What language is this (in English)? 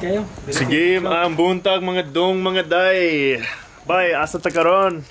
Cebuano